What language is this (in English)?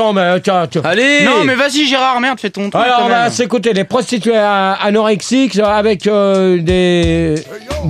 French